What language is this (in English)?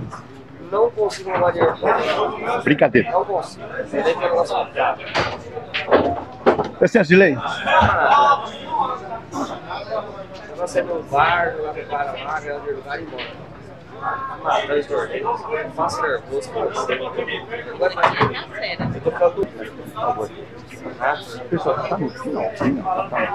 Portuguese